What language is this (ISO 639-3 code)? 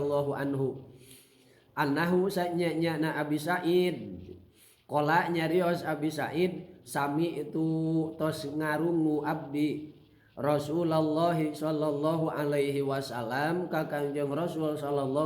sun